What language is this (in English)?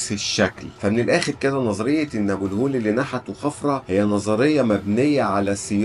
Egyptian Arabic